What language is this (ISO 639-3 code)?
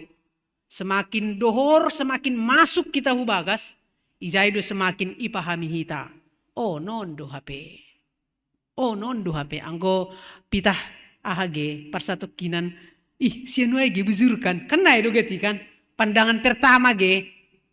bts